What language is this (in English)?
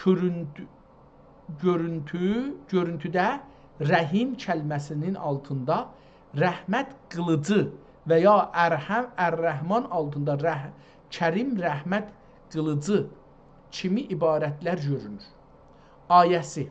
South Azerbaijani